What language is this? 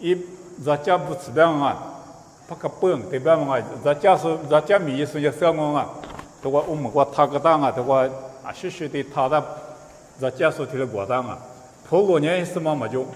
Lisu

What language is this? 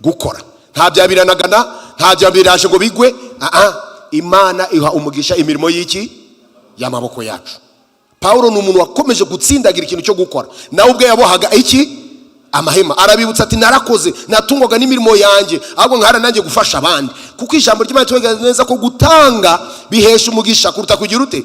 Kinyarwanda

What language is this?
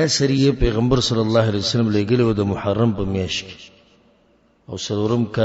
Pashto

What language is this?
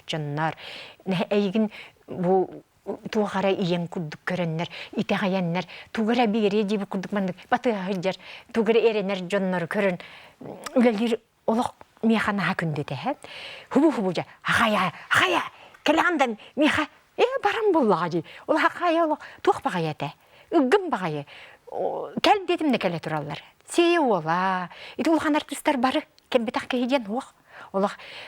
Yakut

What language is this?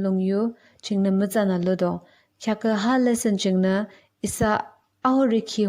Yimchungru Naga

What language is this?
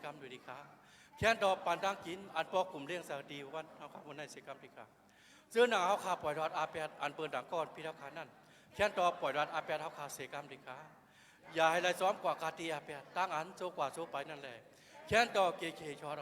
Shan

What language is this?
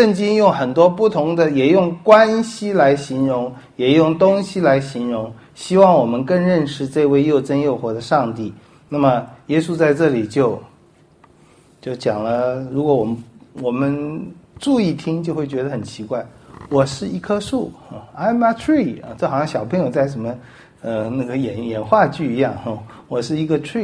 Chinese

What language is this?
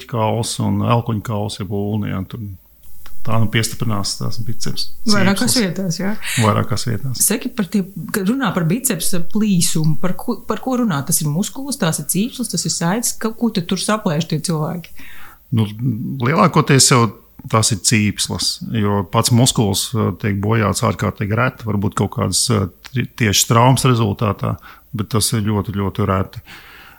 Latvian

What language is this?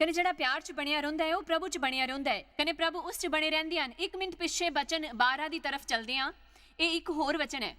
Dogri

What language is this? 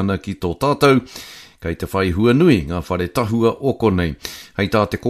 Māori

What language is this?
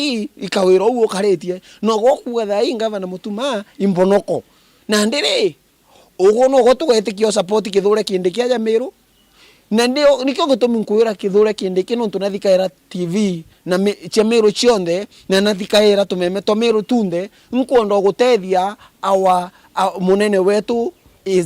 Meru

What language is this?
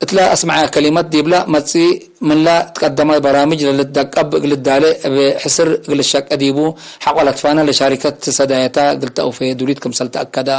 Tigre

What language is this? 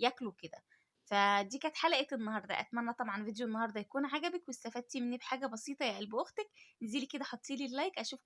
Egyptian Arabic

